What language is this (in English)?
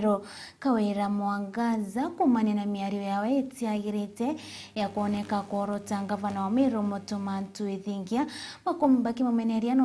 Meru